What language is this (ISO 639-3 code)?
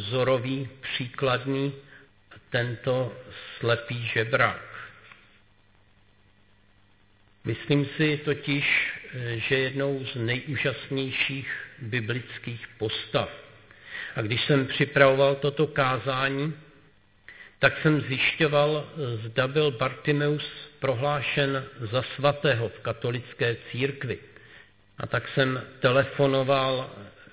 ces